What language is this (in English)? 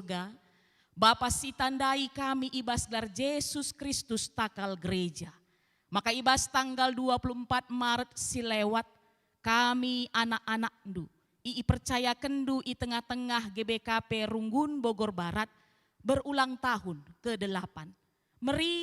Batak Karo